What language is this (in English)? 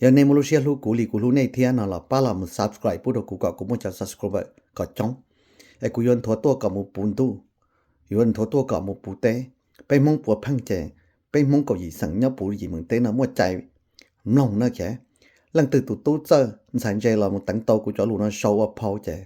Hmong